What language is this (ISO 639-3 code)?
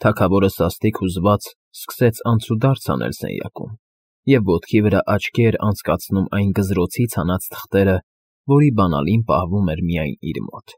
hye